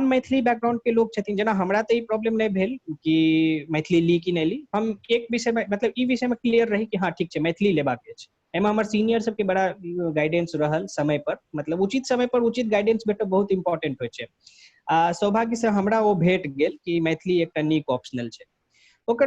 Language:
Maithili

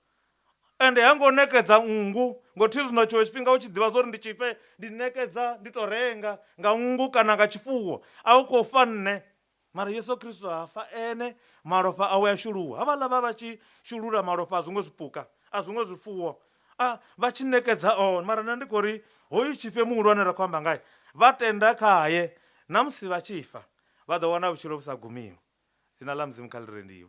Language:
Venda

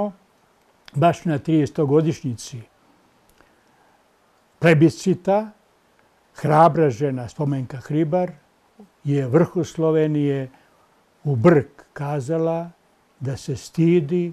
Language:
Serbian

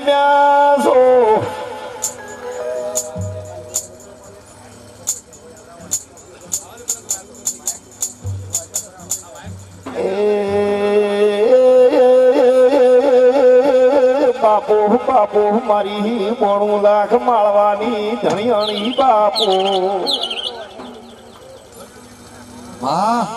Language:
Gujarati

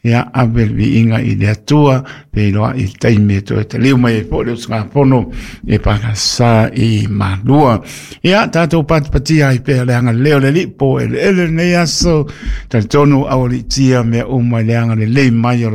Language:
Samoan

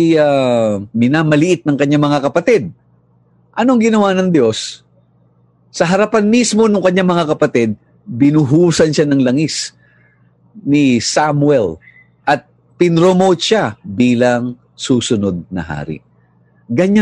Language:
Filipino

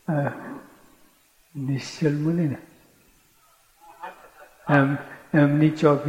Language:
Gujarati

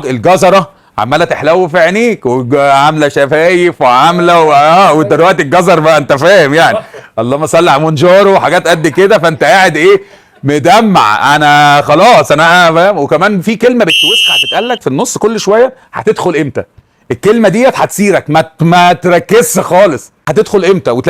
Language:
Egyptian Arabic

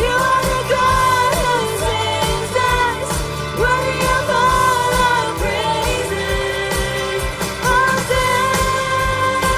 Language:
Plautdietsch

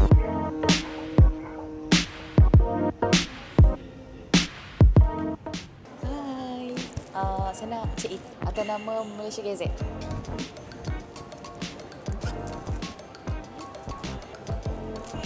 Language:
Malay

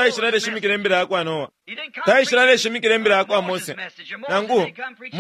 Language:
Bemba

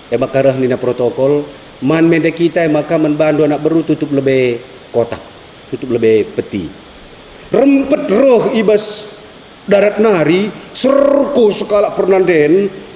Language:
Batak Karo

